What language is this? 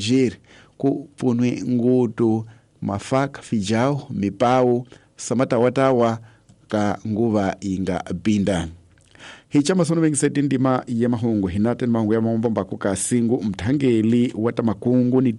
Tsonga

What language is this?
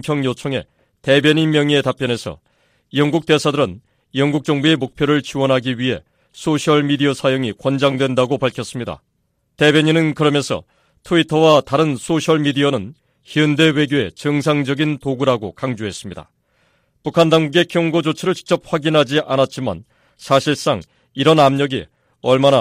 Korean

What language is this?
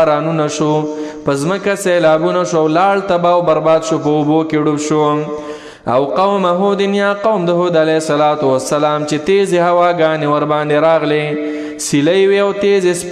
Pashto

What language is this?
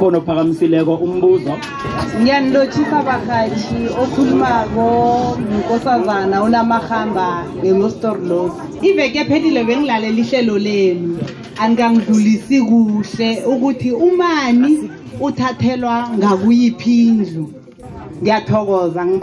South Ndebele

